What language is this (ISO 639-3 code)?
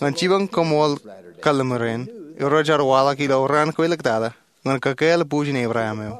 mah